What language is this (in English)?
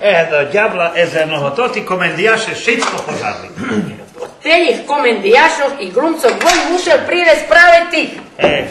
Rusyn